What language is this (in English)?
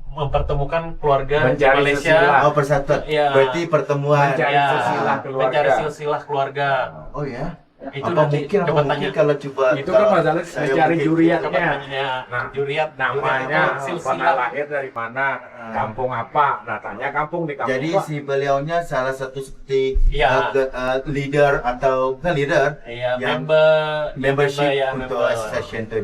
Banjar